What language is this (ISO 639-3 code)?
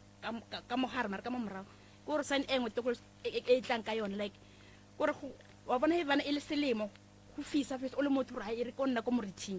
nso